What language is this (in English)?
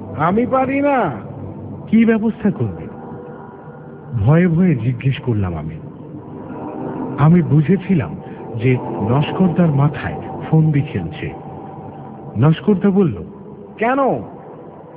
Bangla